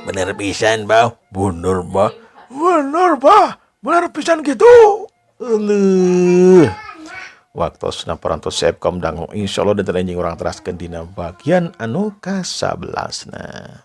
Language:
Sundanese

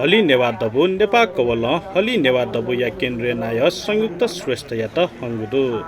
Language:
Newari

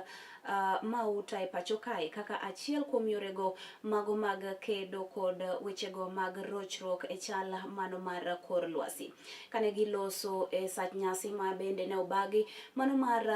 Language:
Luo (Kenya and Tanzania)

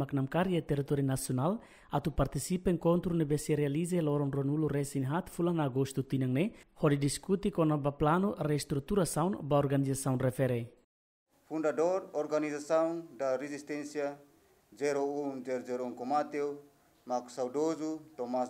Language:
Tetum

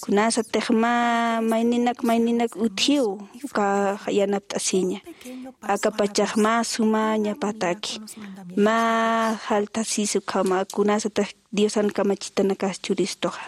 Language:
Aymara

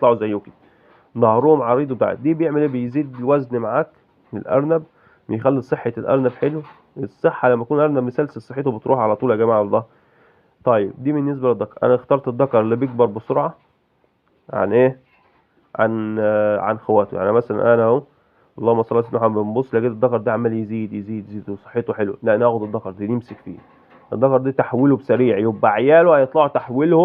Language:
Egyptian Arabic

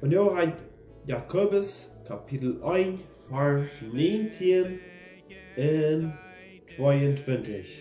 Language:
Plautdietsch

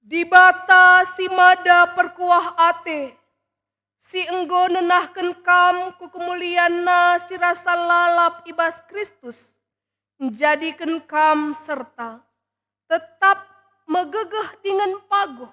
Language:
Batak Karo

